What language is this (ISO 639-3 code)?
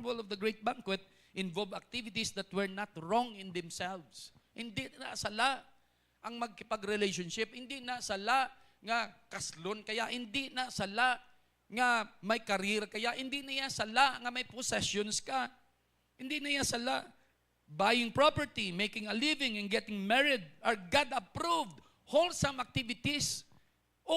hil